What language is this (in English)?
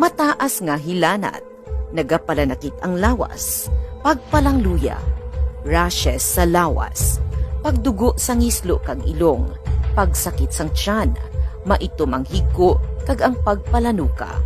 Hiligaynon